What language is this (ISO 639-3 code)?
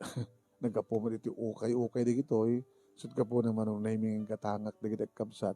ilo